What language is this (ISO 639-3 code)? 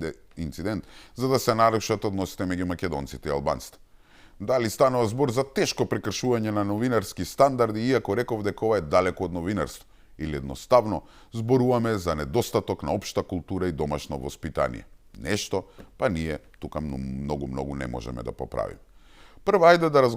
mkd